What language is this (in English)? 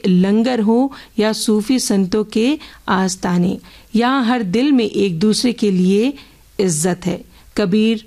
Urdu